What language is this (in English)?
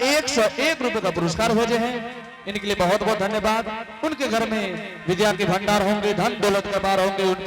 Angika